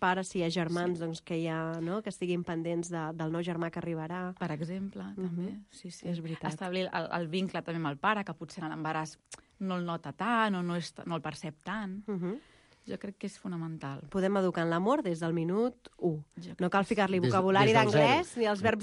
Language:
Catalan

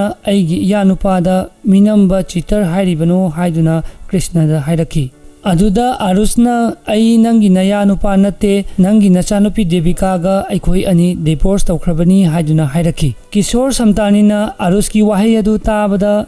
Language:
Manipuri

